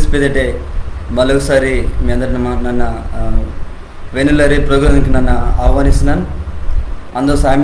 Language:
Koya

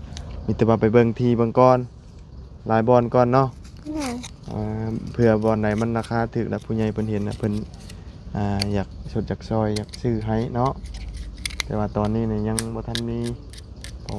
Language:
Lao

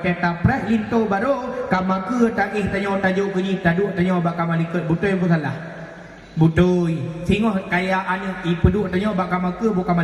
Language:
Achinese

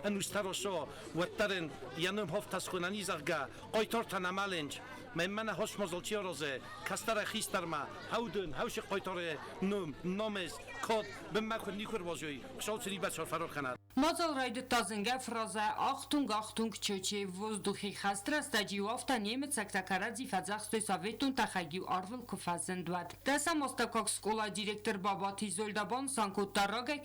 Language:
Ossetic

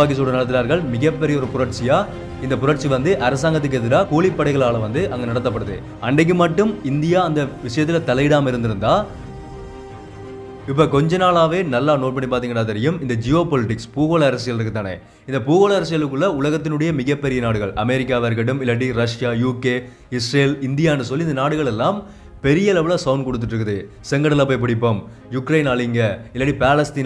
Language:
Tamil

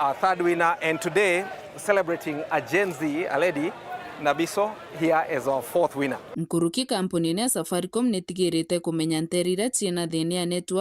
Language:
Meru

